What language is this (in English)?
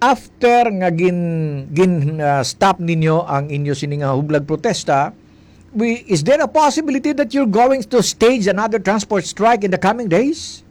Hiligaynon